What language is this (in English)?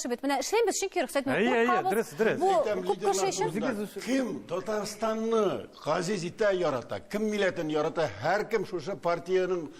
Tatar